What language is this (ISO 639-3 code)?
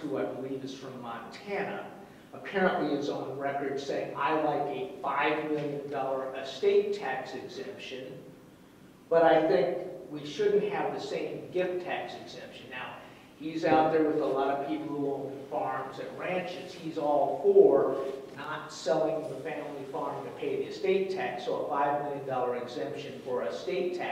eng